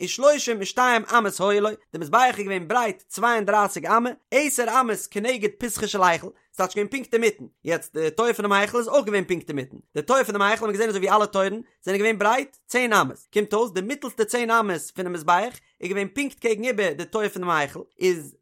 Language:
Yiddish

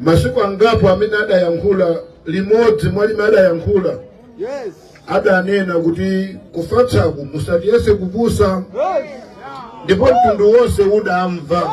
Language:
Nyanja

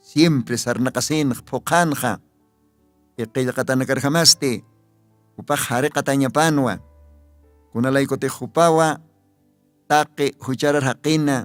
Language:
Aymara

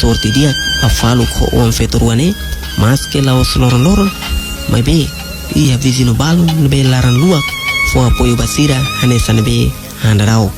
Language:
Tetum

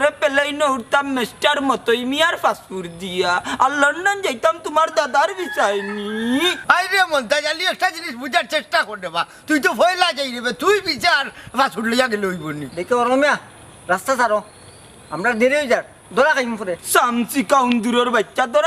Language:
Sylheti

